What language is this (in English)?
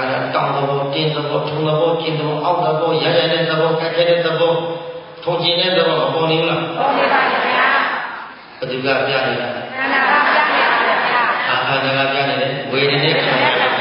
Burmese